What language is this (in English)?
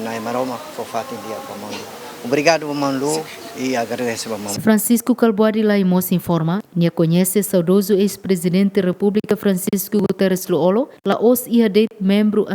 Tetum